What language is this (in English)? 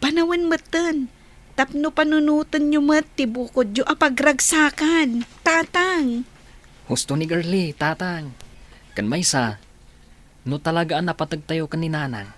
Iloko